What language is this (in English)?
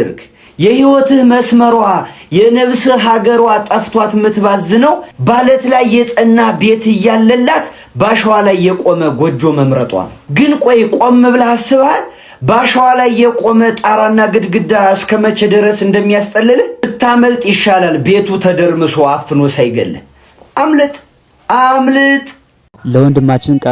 Amharic